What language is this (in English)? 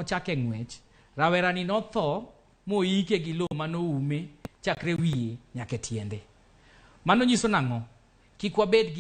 Luo (Kenya and Tanzania)